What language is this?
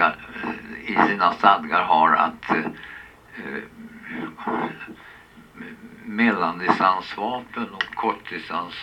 Swedish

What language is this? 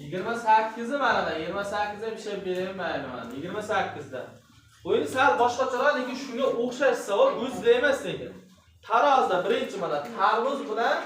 Uzbek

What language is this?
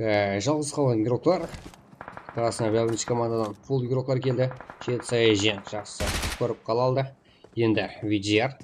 Kara-Kalpak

